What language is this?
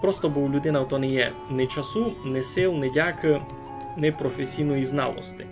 Rusyn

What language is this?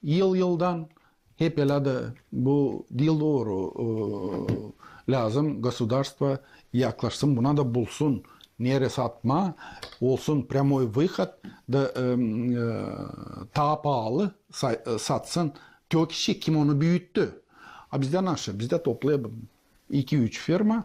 Gagauz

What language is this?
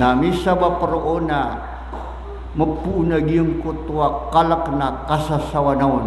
Maranao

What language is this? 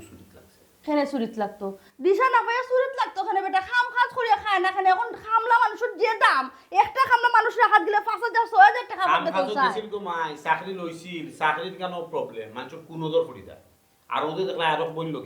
Sylheti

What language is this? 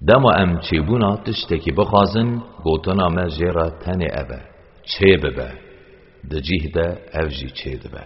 Kurdish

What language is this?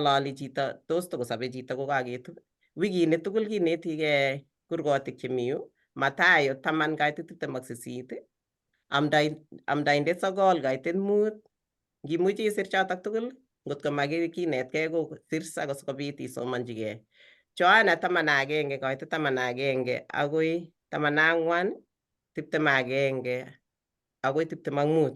Kalenjin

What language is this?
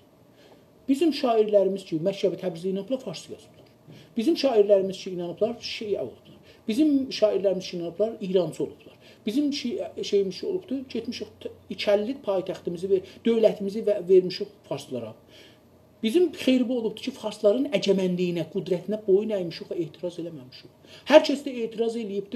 South Azerbaijani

